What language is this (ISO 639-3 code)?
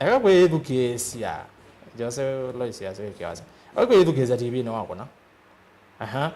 kam